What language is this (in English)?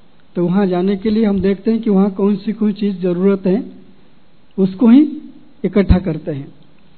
Hindi